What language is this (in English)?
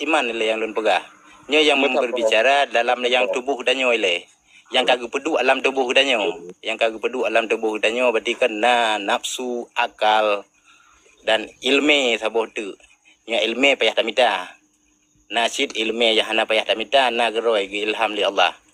Achinese